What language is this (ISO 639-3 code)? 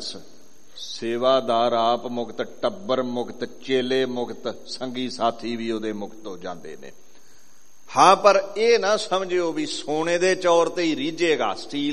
pan